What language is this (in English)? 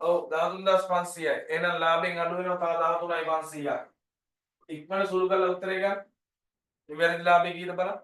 Sinhala